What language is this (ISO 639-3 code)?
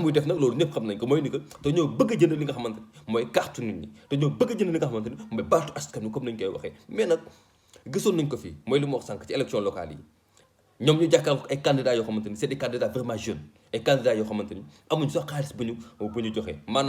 wol